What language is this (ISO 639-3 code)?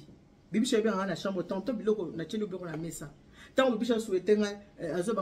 lin